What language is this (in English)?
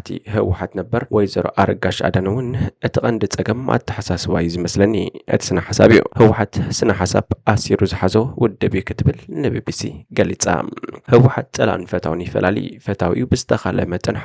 Tigrinya